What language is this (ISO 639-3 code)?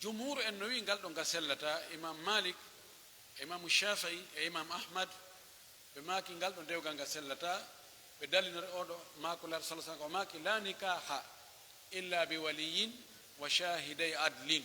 fuf